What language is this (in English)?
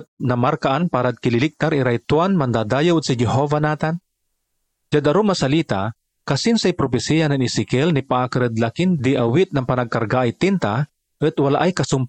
Pangasinan